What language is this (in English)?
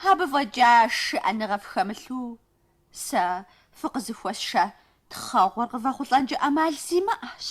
Kabardian